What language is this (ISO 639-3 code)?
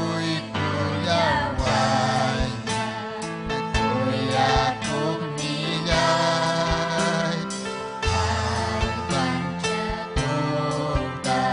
quy